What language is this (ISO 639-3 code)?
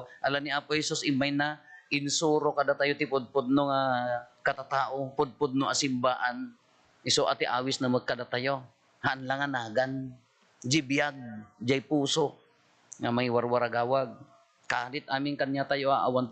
ilo